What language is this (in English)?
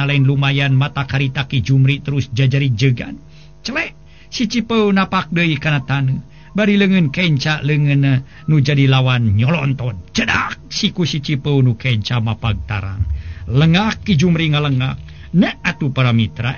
Sundanese